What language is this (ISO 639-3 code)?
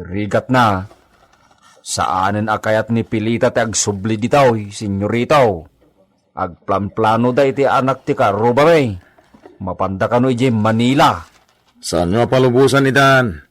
ilo